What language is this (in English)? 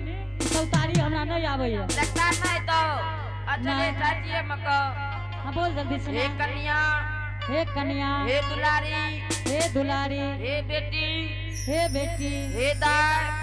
Angika